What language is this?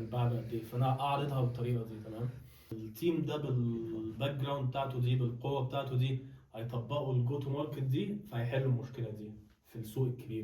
Egyptian Arabic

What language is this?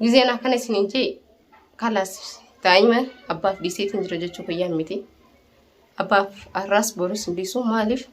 Oromo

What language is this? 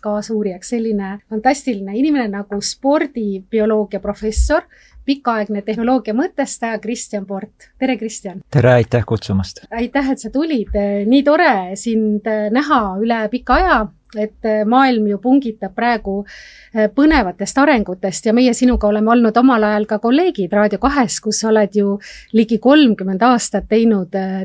Estonian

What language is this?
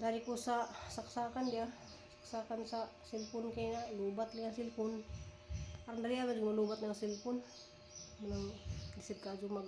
Cebuano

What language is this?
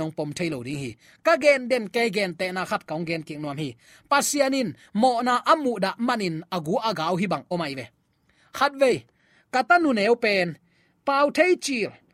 Tedim Chin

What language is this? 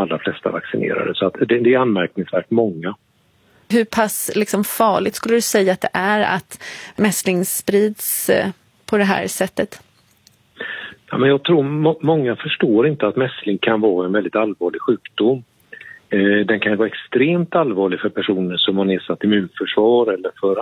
Swedish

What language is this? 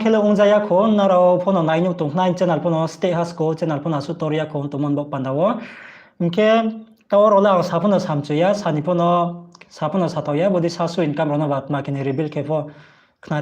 Riang (India)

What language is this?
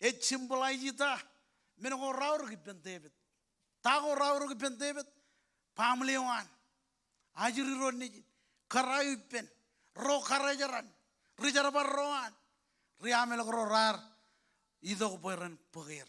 Marshallese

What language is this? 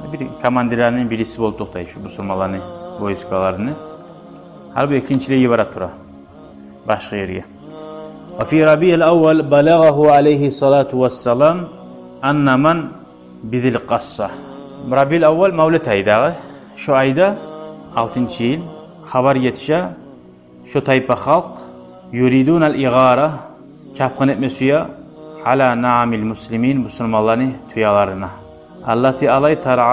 Kumyk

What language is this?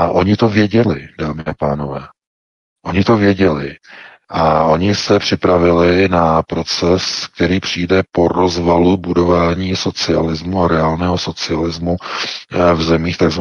Czech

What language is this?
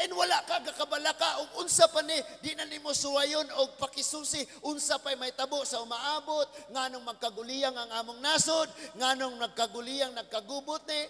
Cebuano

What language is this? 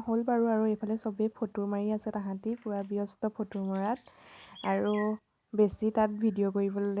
Assamese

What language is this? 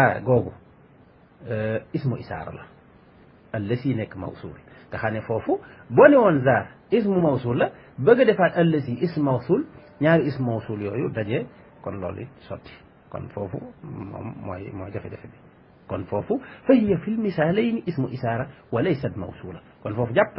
Wolof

